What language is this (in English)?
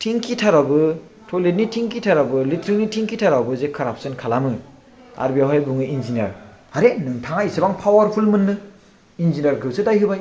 Bodo